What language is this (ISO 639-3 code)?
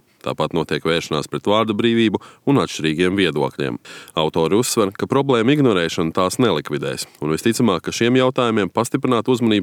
lav